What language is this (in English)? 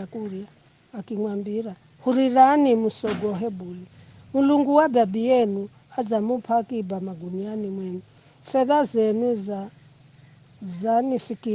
Giryama